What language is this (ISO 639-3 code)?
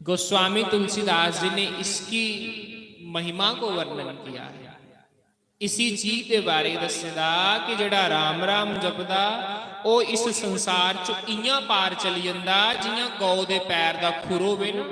doi